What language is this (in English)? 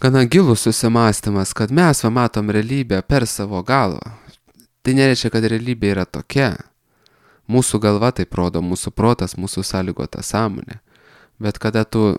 Lithuanian